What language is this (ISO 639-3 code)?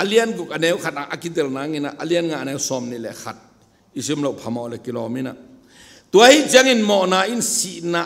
ctd